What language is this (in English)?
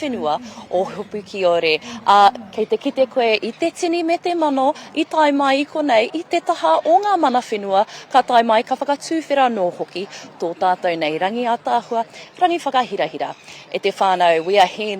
Māori